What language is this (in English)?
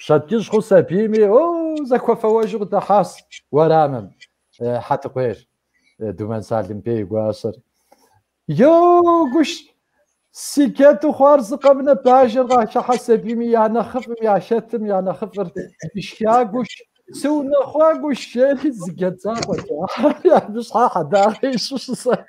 Kabardian